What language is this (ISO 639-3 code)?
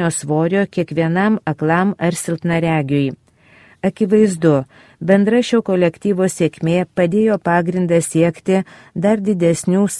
lit